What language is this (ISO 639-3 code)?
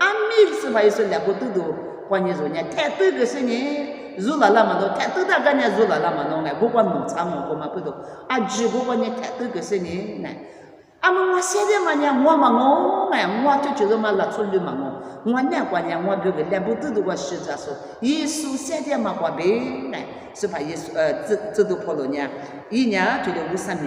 lis